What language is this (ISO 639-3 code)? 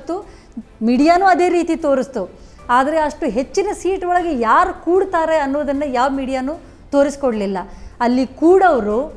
kan